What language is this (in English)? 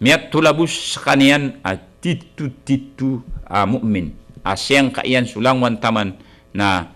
Maranao